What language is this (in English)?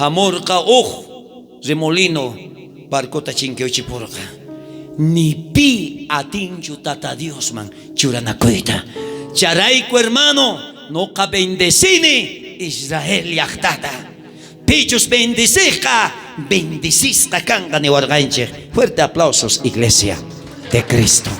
South Bolivian Quechua